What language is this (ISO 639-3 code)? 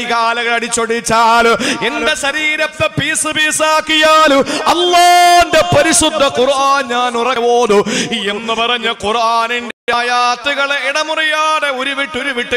mal